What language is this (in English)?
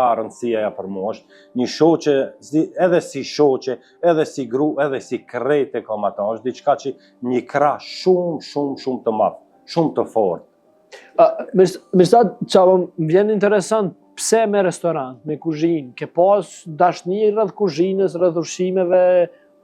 Albanian